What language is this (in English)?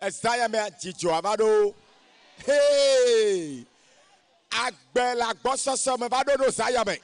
Ewe